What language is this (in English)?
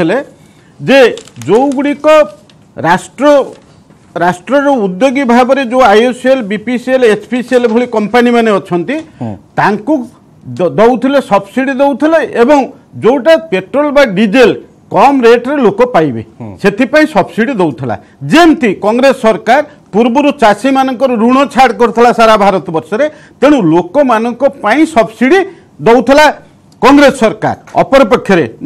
Odia